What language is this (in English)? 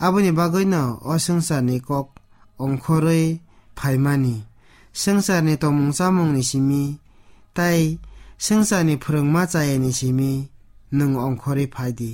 Kok Borok